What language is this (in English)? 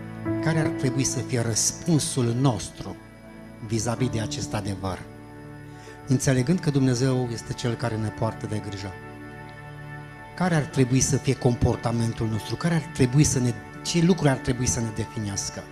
Romanian